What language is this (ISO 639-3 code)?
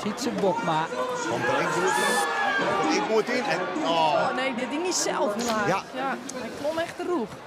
fry